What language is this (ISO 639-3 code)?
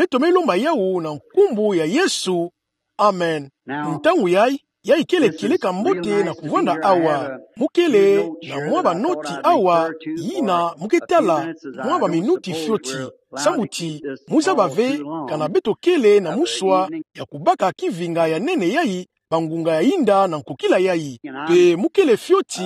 ktu